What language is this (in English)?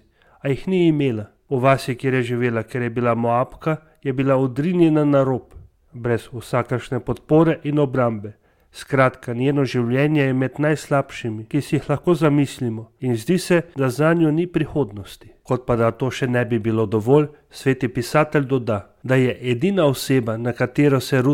Slovenian